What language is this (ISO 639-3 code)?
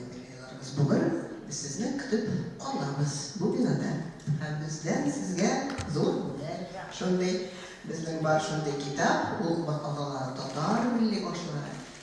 tat